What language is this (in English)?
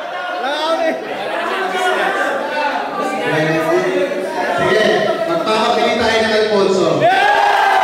Filipino